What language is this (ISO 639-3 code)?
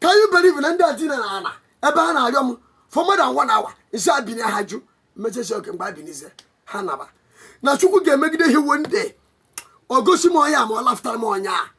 ibo